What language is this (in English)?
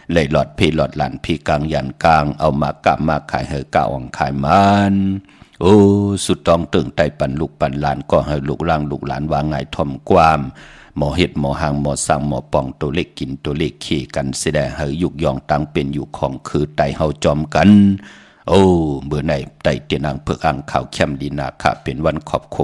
Shan